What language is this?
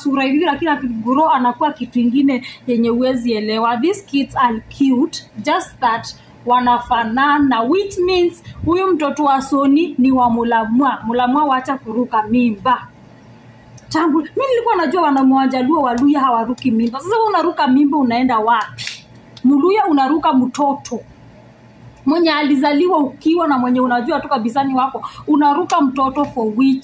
Swahili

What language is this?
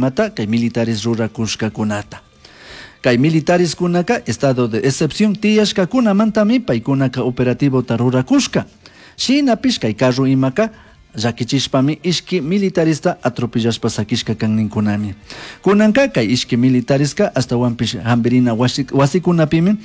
Chimborazo Highland Quichua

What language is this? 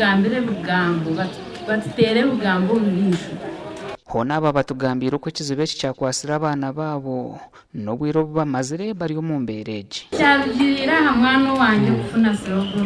Nyankole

